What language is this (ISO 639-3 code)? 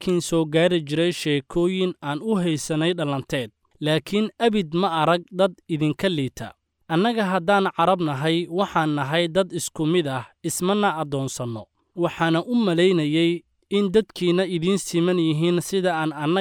som